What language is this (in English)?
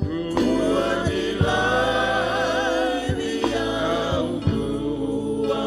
Fijian